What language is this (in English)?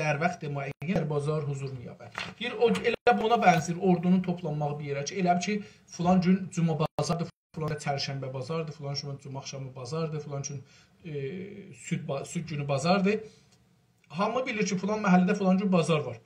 South Azerbaijani